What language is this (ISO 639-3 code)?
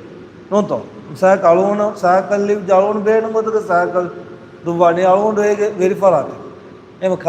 div